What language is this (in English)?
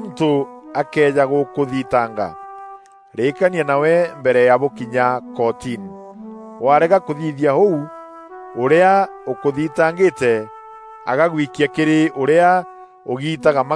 Meru